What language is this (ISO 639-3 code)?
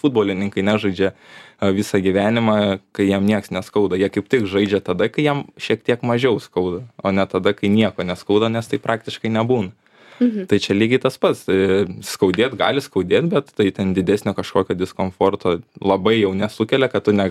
lit